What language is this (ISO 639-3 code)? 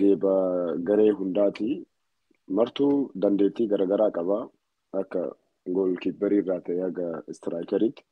orm